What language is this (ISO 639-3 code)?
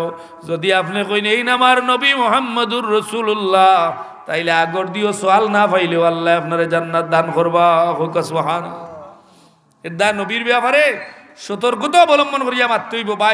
syl